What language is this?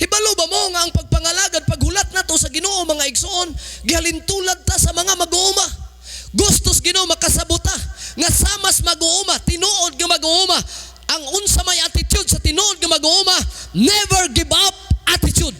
Cebuano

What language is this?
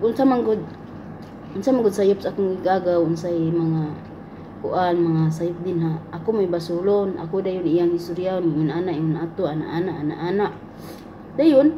Cebuano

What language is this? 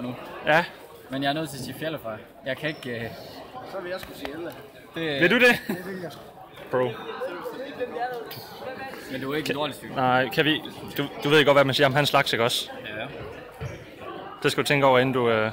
Danish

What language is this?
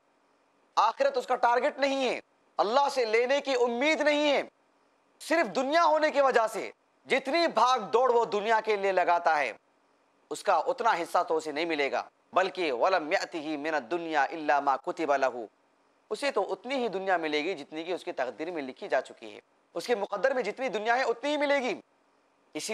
Urdu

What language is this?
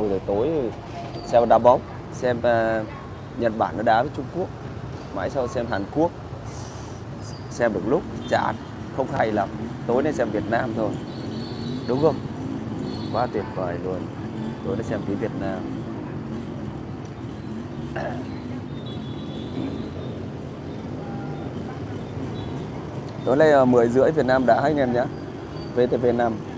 Vietnamese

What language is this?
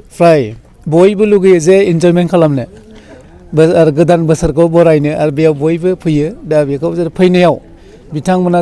Bodo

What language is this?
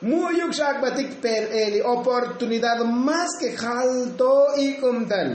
Tzotzil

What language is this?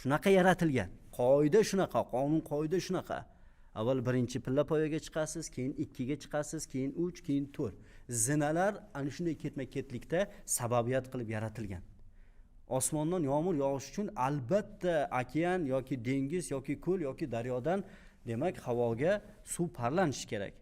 Uzbek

